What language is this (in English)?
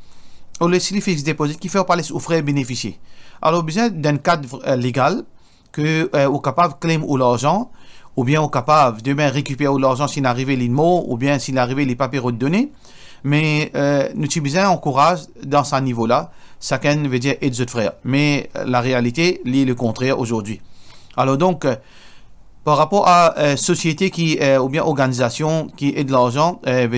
Morisyen